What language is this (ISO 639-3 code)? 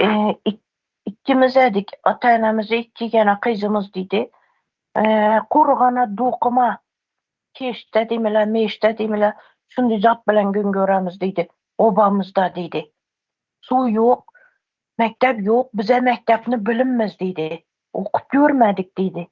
tuk